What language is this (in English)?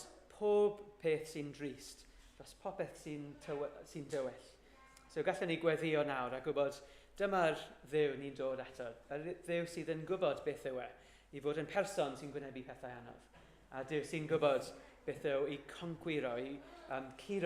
Welsh